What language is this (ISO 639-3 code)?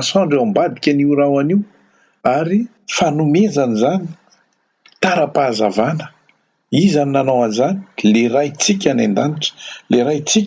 mlg